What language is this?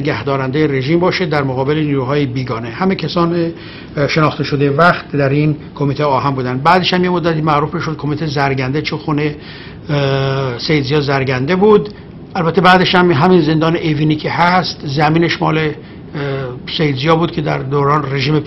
Persian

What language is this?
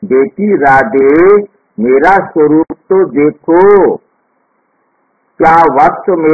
Hindi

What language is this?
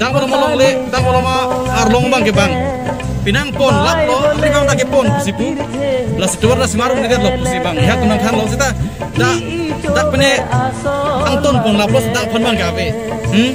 Karbi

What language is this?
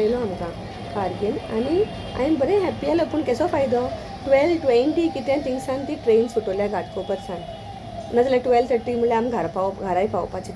Konkani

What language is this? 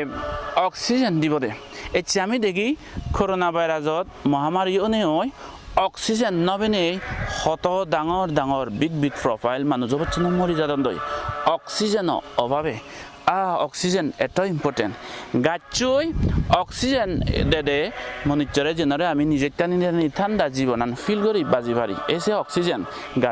Chakma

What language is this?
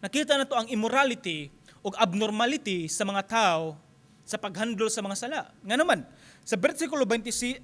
Cebuano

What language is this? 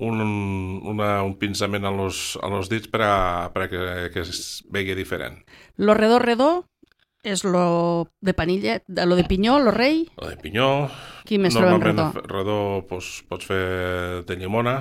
Catalan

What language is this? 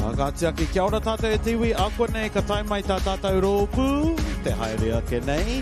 Māori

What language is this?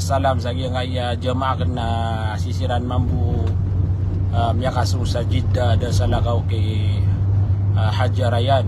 Maranao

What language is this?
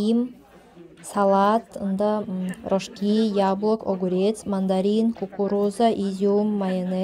Tuvinian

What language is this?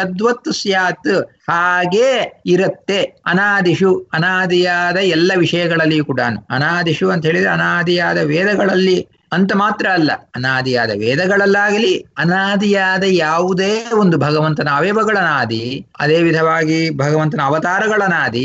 Kannada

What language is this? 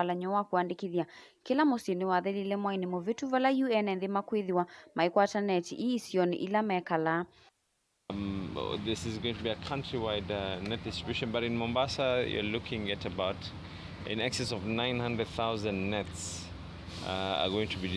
Kamba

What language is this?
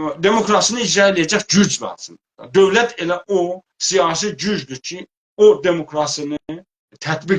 South Azerbaijani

